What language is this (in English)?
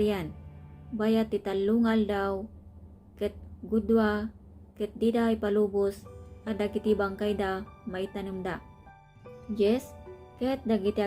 Iloko